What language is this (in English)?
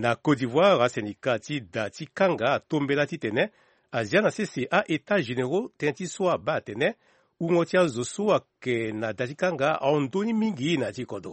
Sango